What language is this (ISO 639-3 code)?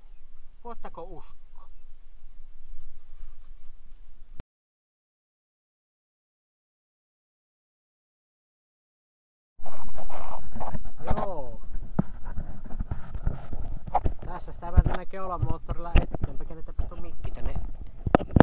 fin